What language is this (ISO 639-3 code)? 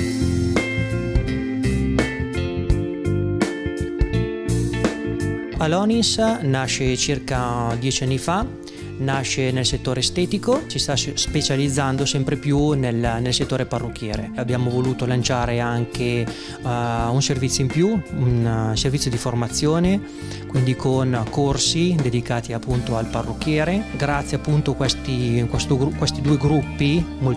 ita